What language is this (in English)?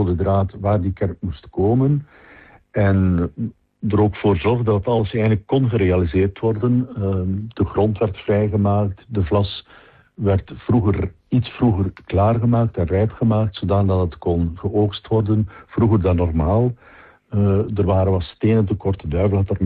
Dutch